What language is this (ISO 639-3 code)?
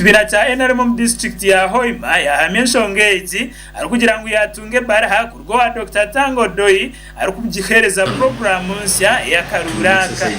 nyn